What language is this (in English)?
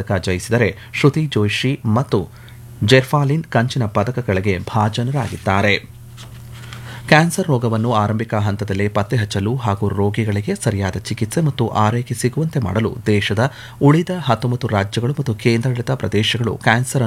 Kannada